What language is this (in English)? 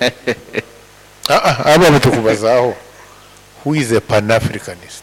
Nyoro